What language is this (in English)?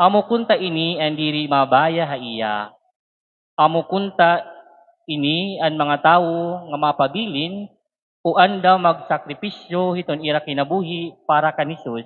Waray